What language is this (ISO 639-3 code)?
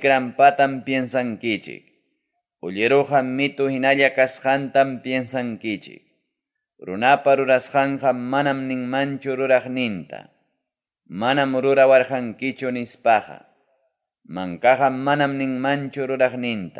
quy